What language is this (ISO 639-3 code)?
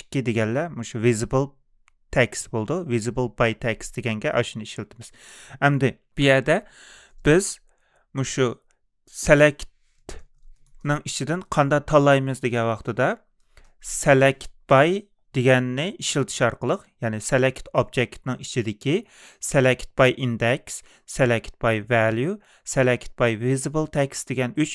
uig